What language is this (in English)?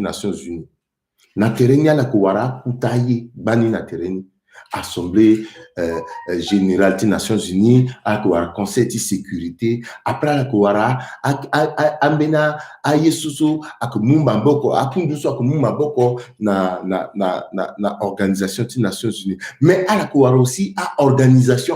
Sango